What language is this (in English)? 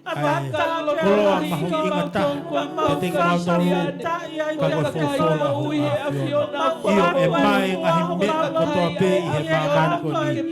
Tongan